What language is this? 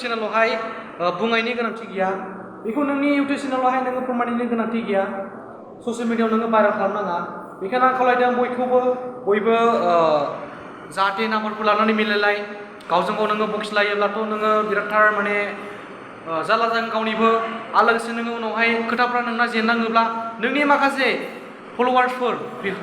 Bodo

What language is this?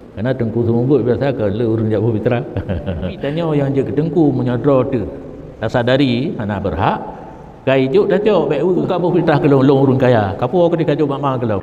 Achinese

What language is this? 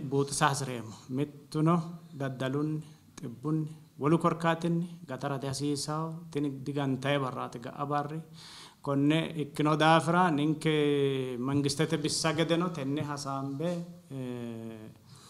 Sidamo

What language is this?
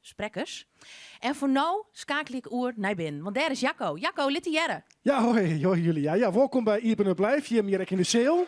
Western Frisian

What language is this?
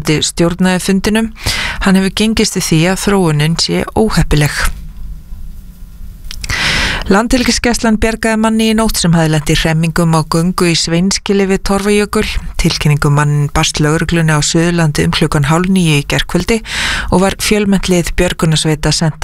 Icelandic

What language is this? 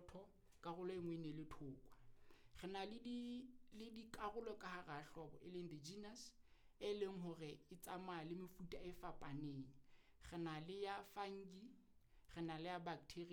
Southern Sotho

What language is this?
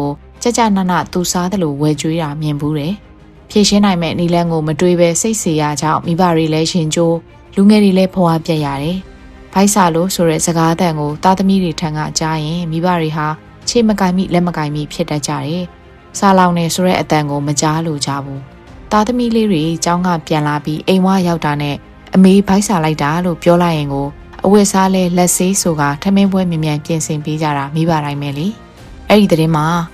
Burmese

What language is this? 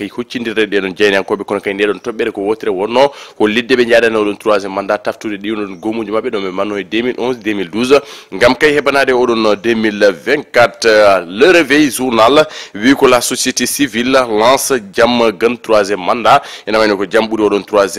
Fula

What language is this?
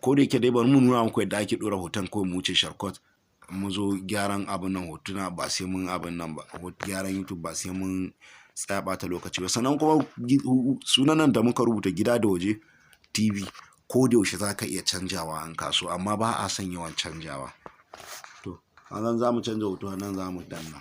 Hausa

